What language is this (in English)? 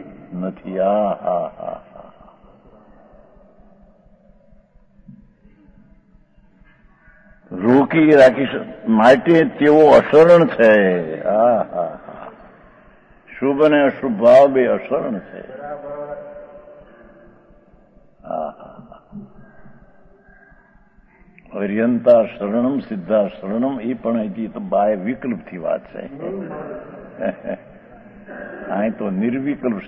Gujarati